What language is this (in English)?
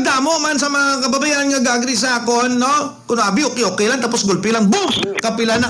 Hiligaynon